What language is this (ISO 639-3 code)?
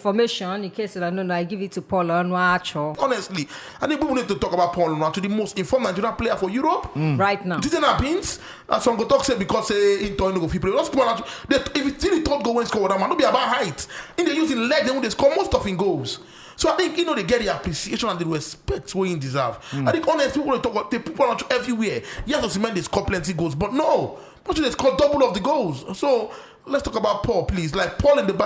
pcm